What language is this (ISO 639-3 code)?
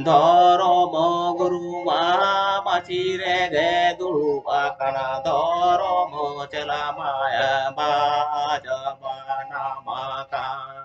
sat